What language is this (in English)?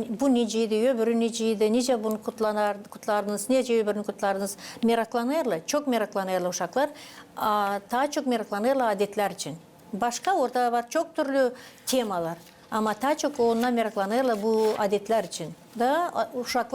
Gagauz